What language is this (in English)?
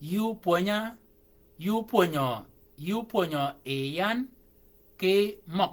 Shilluk